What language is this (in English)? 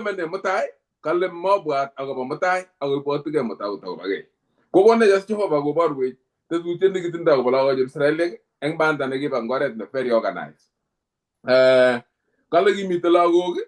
Kalenjin